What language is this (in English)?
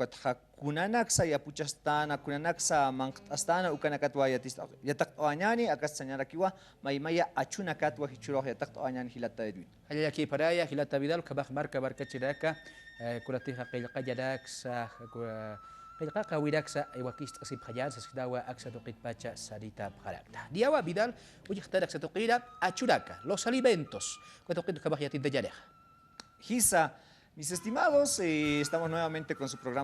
Aymara